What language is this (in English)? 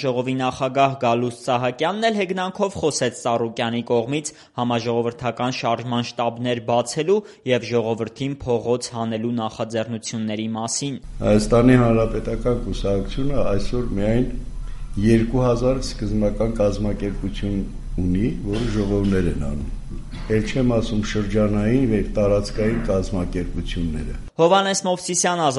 Armenian